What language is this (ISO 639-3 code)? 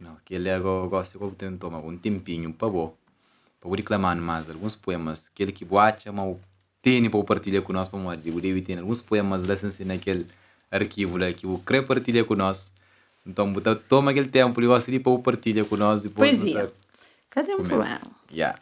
kea